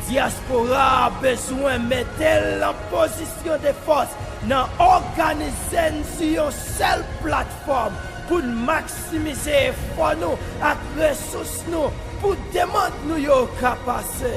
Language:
Haitian Creole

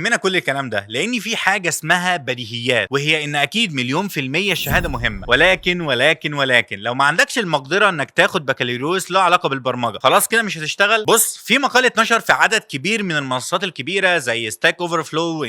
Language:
Egyptian Arabic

